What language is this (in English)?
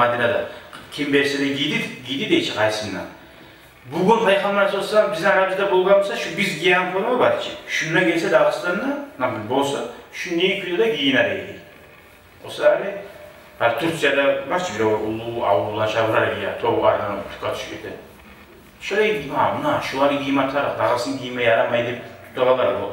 Kumyk